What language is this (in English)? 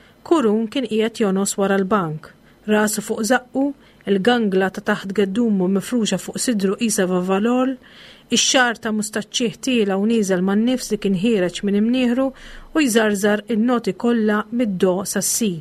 Maltese